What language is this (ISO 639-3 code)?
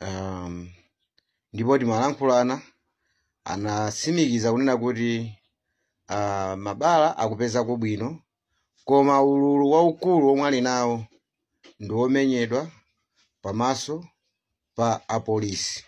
nya